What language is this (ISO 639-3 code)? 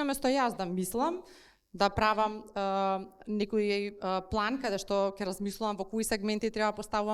mkd